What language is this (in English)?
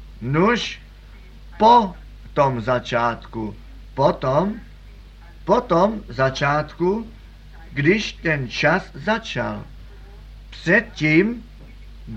Czech